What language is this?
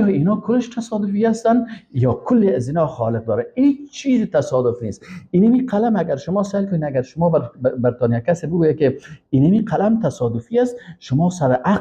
Persian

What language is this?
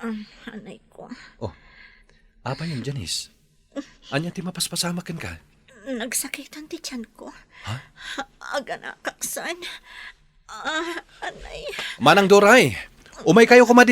Iloko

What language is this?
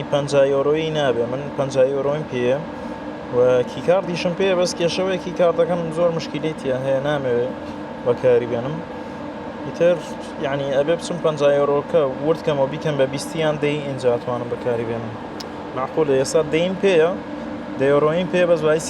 Central Kurdish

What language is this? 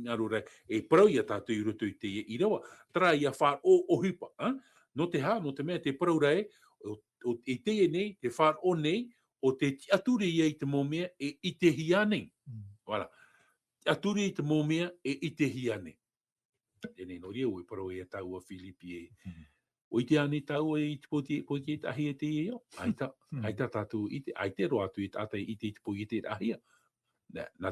Tahitian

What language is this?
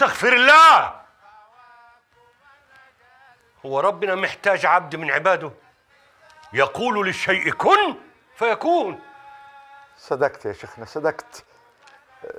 Egyptian Arabic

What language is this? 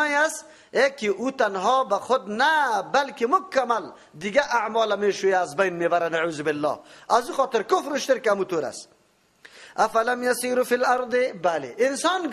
Persian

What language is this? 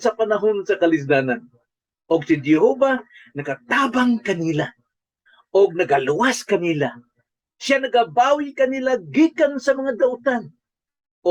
Cebuano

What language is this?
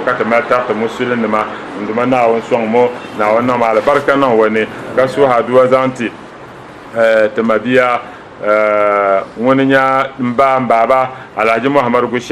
Dagbani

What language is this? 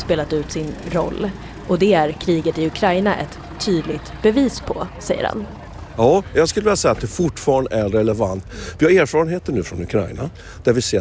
Swedish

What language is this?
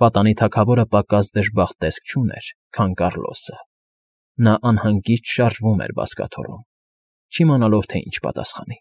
Armenian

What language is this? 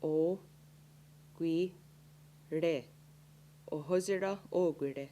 Mohawk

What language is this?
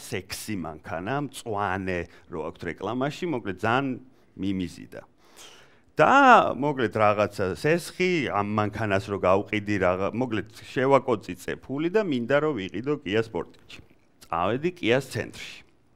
Georgian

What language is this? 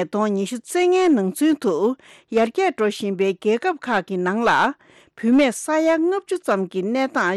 Tibetan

